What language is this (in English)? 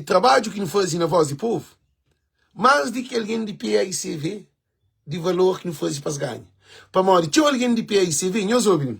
Kabuverdianu